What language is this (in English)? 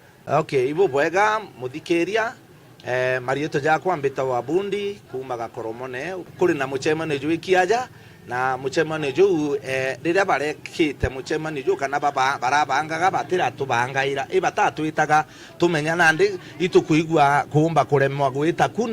Meru